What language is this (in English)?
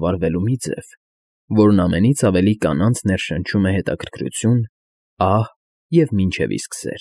Armenian